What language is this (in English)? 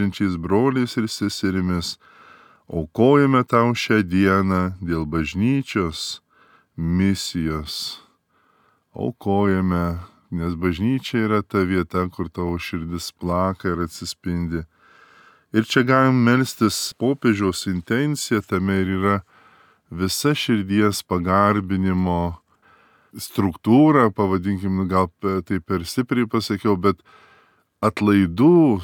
Lithuanian